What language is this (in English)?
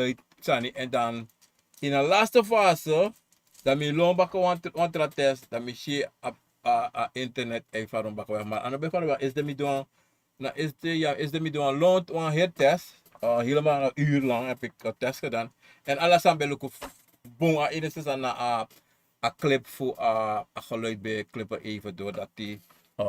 Sranan Tongo